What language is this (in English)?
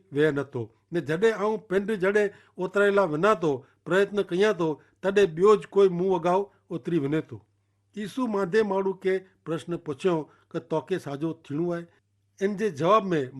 Kachhi